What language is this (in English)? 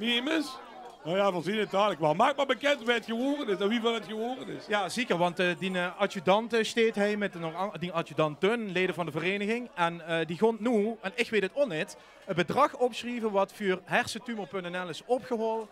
Limburgish